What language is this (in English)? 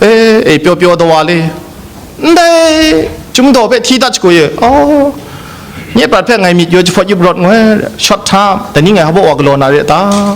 Kachin